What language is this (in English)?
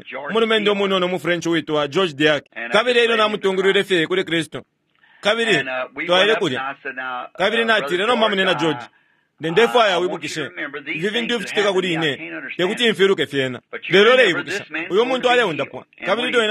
Bemba